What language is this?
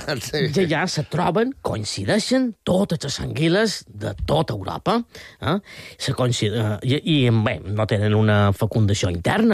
Catalan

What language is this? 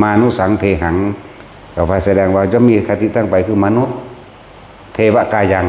Northeastern Thai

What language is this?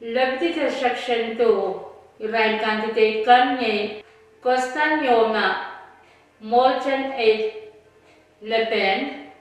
Pohnpeian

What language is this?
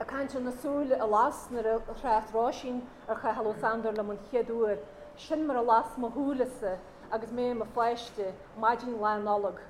Irish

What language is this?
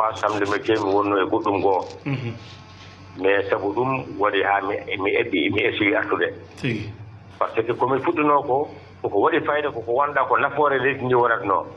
Fula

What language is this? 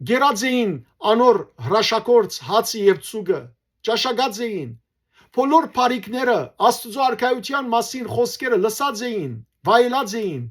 Western Armenian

